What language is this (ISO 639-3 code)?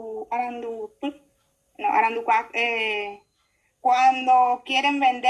grn